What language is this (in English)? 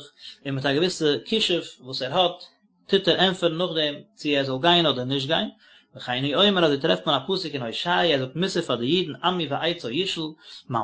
Yiddish